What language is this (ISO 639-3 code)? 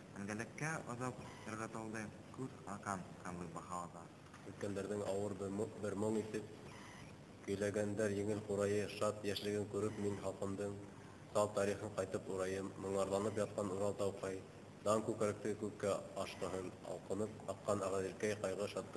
bak